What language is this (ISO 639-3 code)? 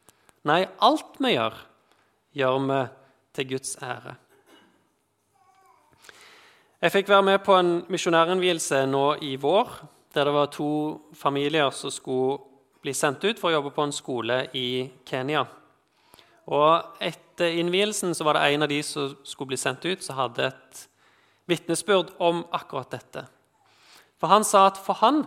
nor